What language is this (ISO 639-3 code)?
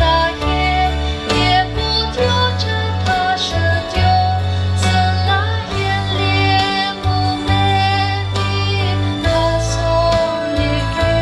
nri